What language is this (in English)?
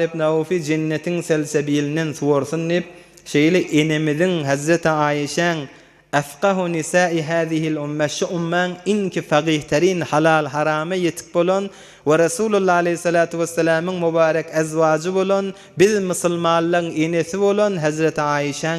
Turkmen